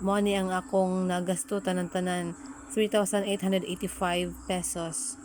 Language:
Cebuano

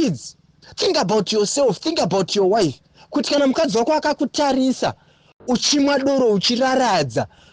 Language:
Shona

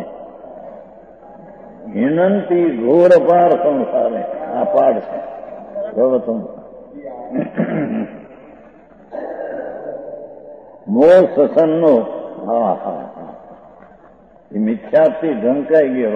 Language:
Gujarati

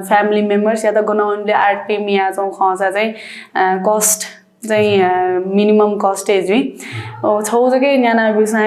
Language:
Newari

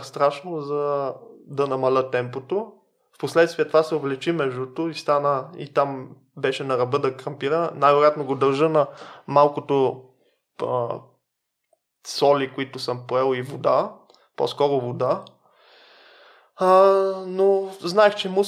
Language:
Bulgarian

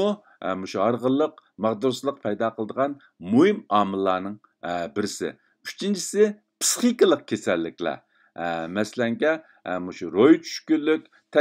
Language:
Uyghur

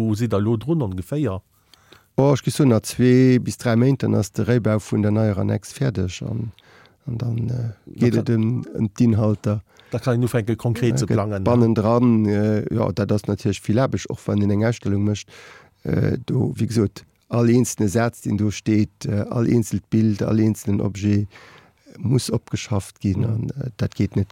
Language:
Luxembourgish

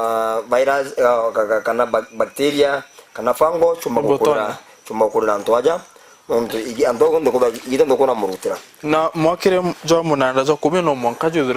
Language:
Meru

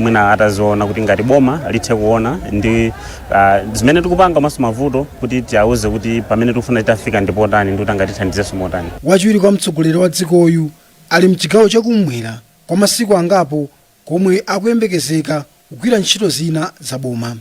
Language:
Nyanja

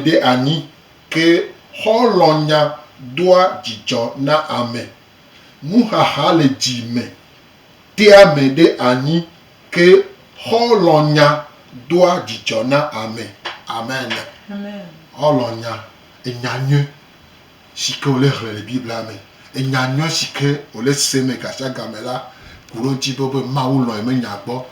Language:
Gen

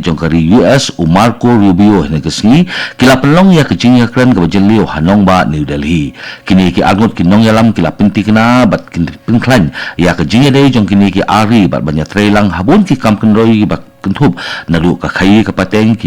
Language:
Khasi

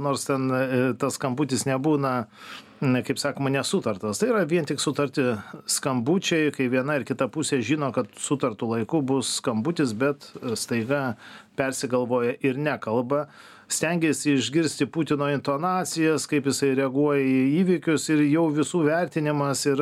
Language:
Lithuanian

